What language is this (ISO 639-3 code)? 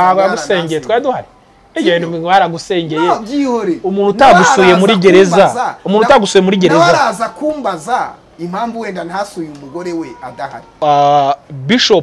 kin